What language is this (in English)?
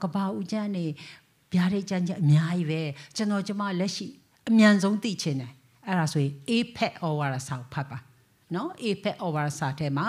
Burmese